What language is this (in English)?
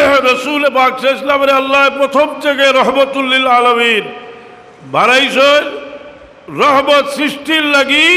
Sylheti